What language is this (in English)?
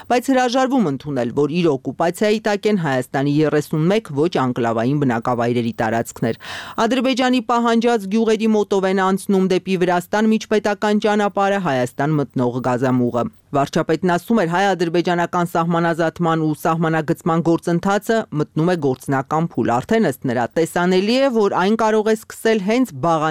Armenian